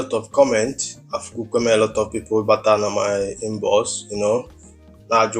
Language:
Igbo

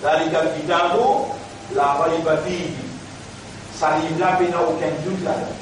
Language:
Morisyen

